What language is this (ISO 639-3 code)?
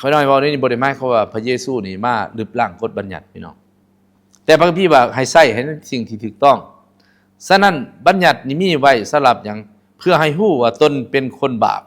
lao